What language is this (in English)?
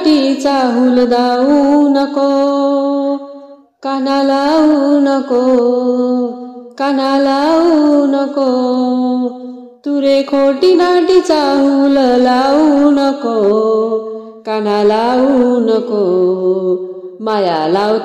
Marathi